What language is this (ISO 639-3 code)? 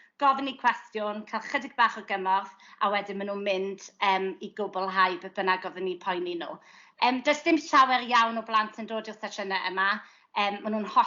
cym